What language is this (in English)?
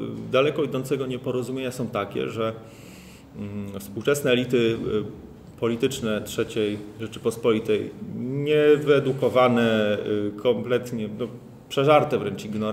Polish